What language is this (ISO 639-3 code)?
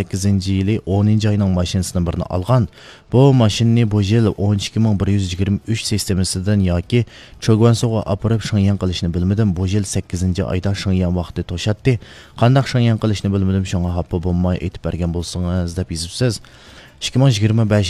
uig